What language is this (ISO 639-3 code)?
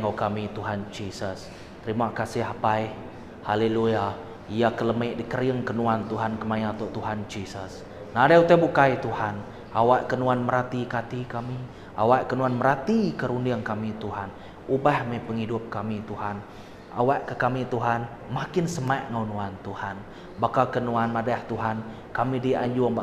iba